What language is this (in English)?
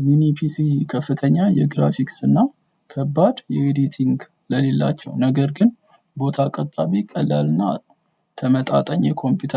Amharic